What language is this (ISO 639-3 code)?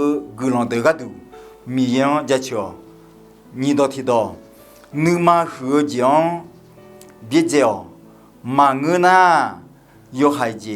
ahk